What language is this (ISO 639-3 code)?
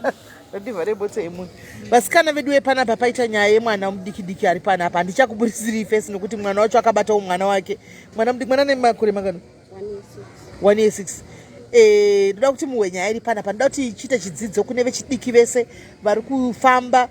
sna